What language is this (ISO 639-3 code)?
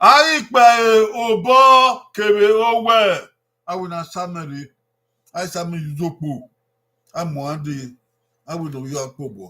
bin